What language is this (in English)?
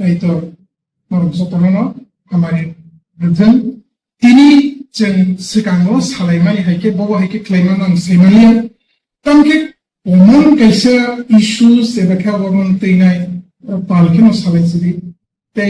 Kok Borok